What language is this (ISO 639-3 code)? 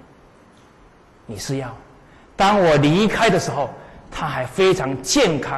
zho